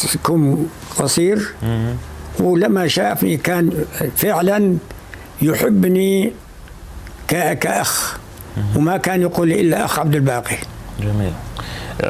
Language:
North Levantine Arabic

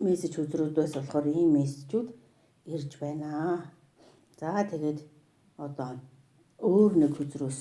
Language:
Mongolian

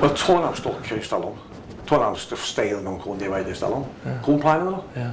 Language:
Welsh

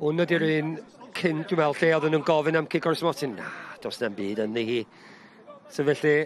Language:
Welsh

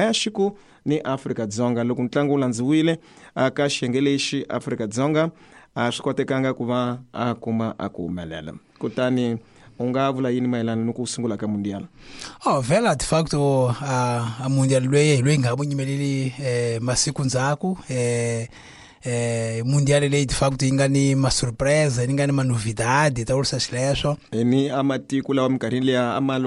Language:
Tsonga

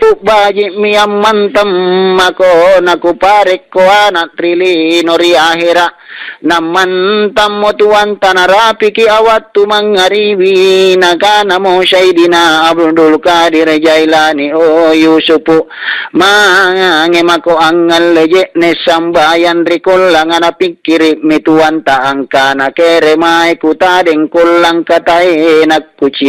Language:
Makasar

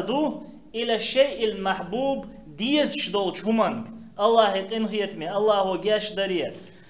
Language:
Chechen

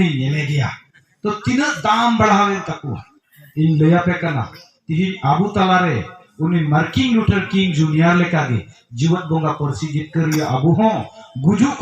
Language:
Santali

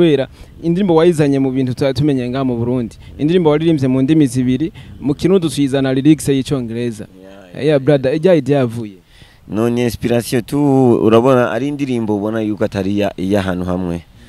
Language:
Rundi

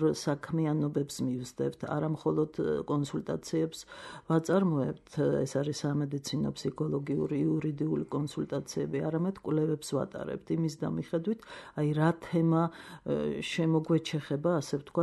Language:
Georgian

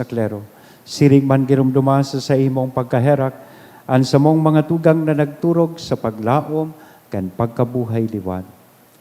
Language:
Bikol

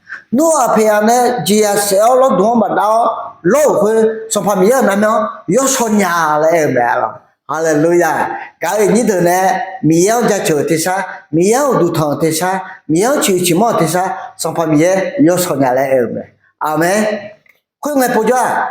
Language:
Akha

